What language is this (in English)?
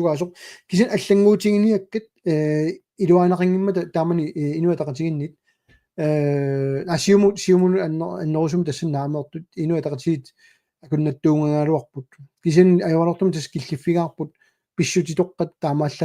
Kalaallisut